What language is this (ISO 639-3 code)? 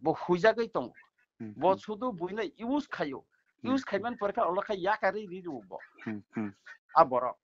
trp